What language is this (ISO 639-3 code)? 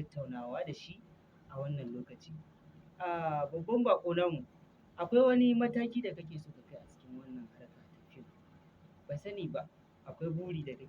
hau